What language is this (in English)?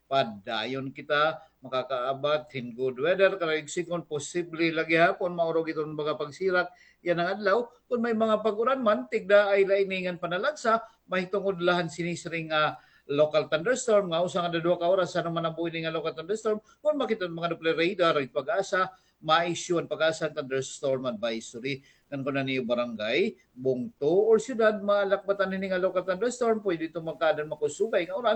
Waray